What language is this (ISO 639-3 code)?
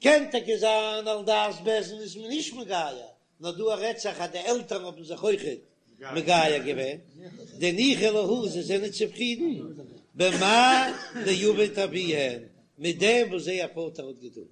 yid